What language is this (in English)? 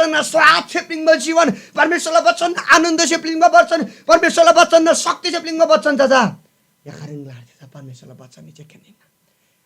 Eastern Tamang